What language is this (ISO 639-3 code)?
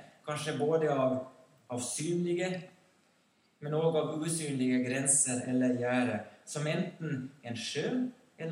nor